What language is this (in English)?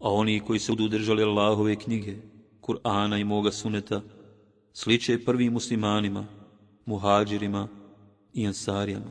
Bosnian